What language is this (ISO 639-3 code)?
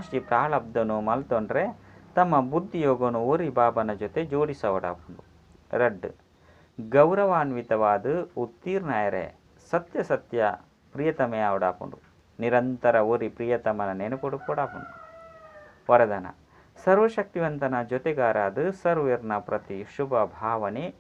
tcy